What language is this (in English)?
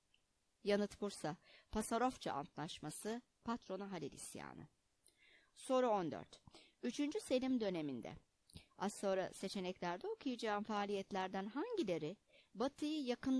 Turkish